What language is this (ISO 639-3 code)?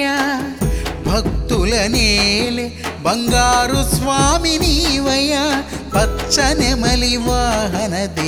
tel